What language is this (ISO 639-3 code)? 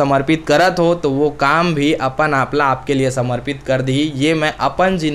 hne